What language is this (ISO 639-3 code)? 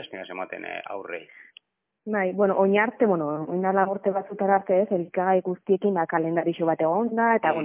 eus